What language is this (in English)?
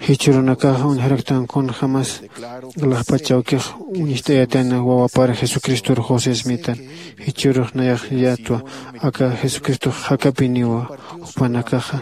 Aymara